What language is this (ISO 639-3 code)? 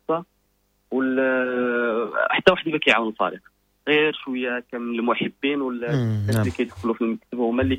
ary